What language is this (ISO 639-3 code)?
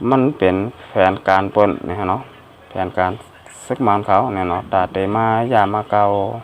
shn